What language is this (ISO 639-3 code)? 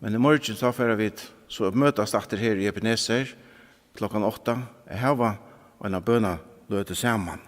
fao